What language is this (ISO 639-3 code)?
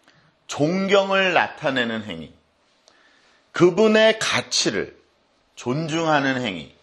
kor